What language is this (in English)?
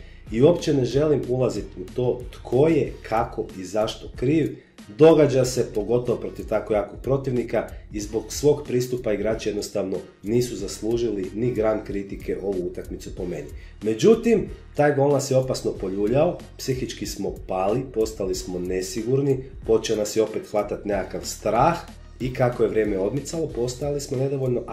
Croatian